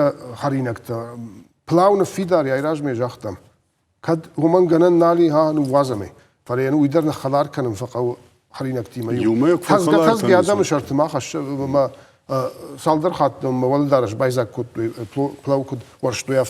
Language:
Ossetic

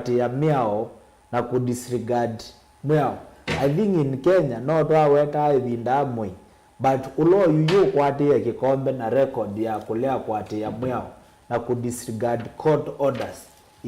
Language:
Kamba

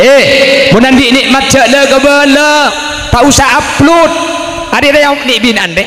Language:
Madurese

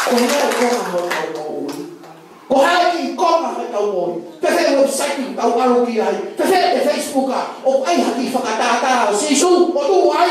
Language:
Tongan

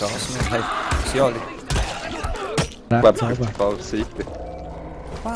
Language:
Swiss German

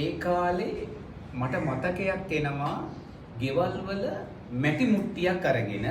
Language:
Sinhala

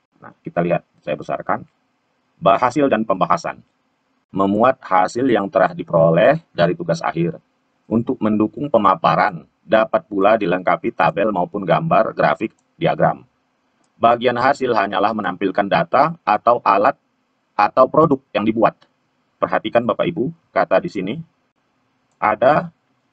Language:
Indonesian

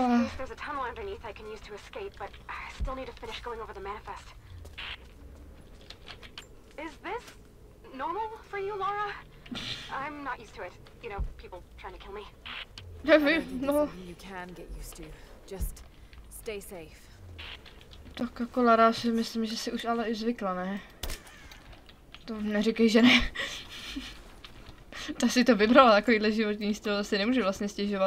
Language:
Czech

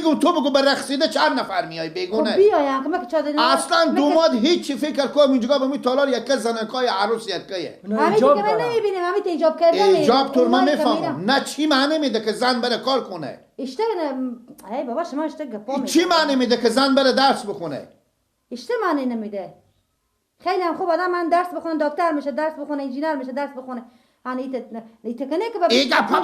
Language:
Persian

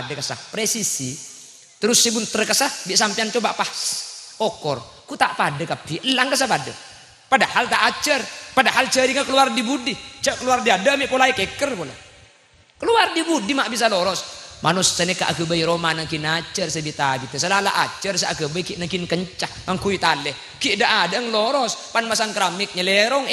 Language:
Madurese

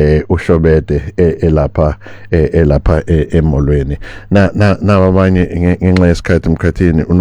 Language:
Zulu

